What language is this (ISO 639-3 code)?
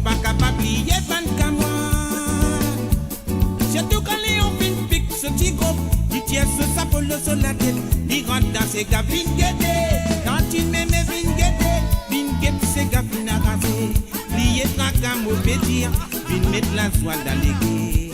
mfe